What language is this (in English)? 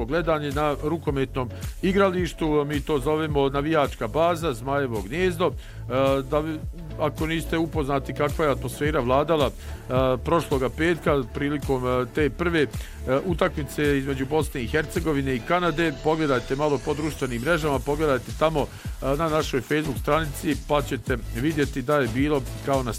Bosnian